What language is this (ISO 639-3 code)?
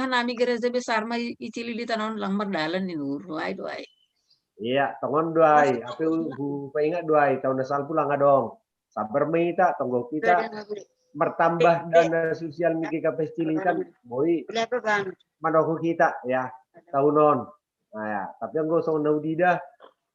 bts